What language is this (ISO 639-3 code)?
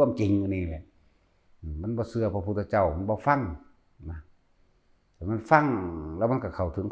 lao